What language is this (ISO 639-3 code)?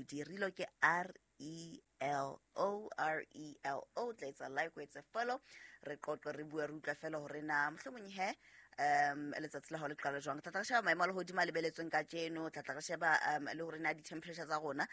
sot